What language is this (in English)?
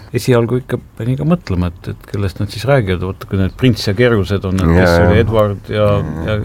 Estonian